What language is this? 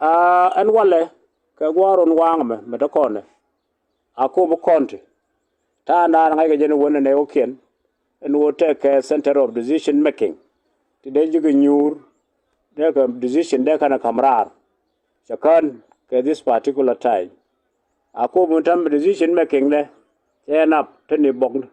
Nuer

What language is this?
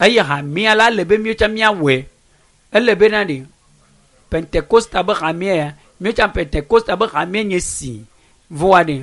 Ewe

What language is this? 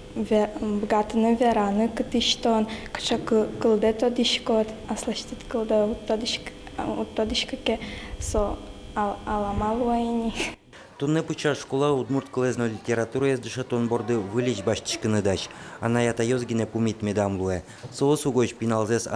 Udmurt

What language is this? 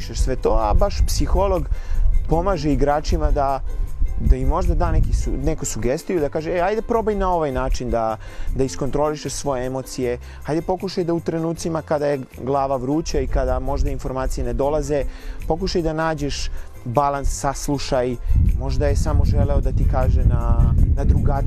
Serbian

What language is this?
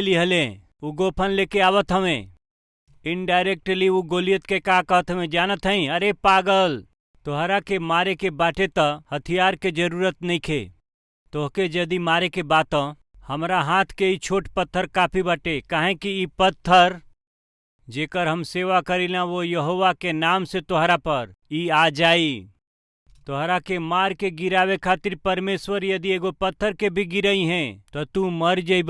Bhojpuri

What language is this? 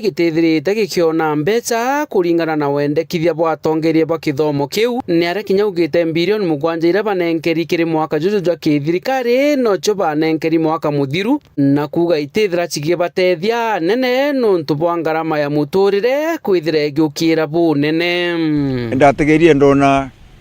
Meru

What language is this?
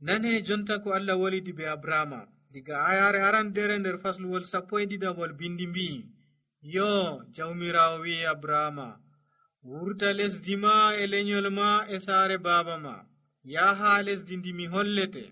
Nigerian Fulfulde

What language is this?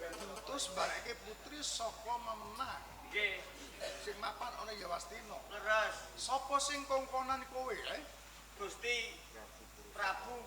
Javanese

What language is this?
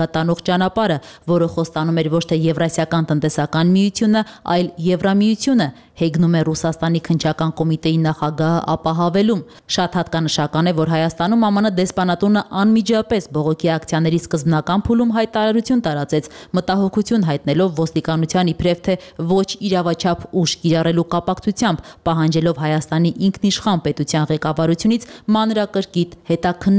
Armenian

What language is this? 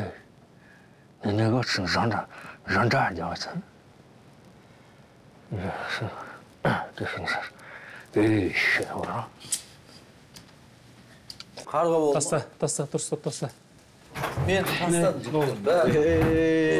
Kazakh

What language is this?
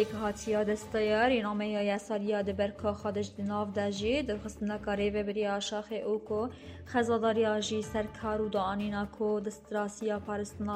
Kurdish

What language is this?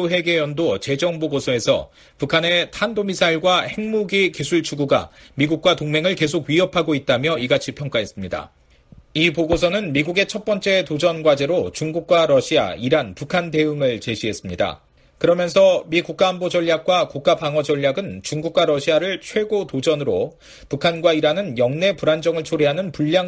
Korean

